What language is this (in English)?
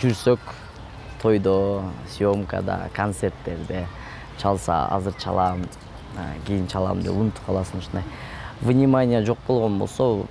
Kyrgyz